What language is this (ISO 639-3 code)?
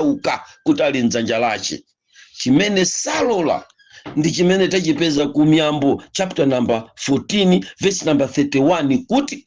nya